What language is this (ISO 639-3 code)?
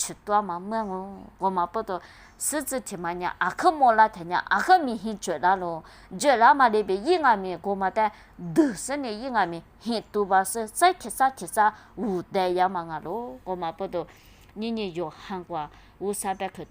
lis